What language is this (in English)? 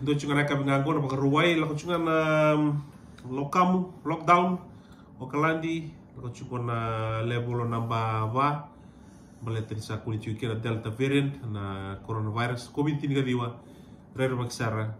Fijian